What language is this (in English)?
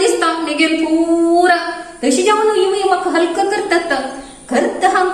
Konkani